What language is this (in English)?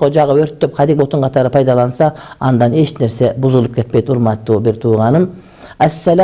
Kyrgyz